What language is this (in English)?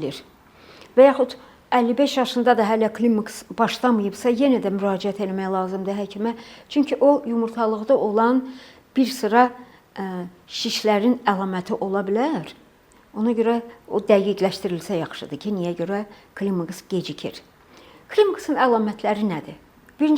Azerbaijani